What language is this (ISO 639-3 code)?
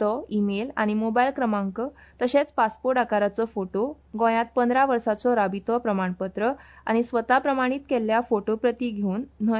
kok